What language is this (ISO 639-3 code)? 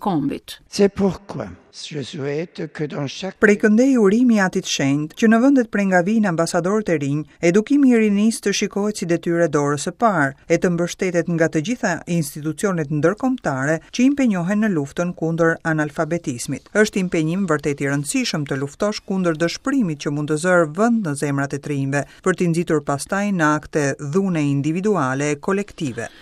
sqi